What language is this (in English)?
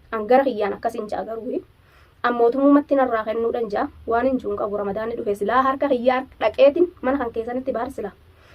Oromo